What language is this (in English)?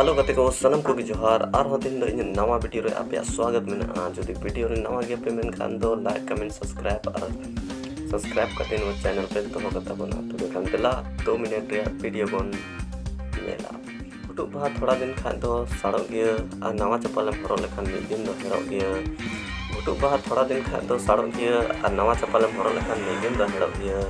Santali